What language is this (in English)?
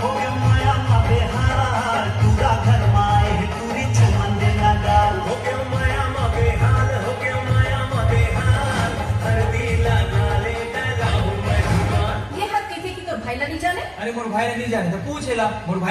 Chhattisgarhi